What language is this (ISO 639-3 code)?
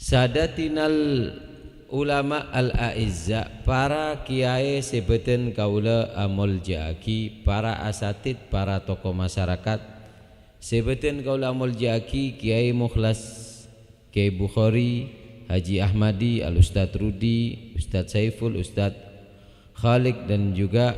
mad